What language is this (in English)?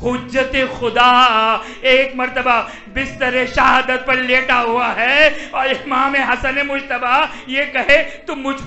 Urdu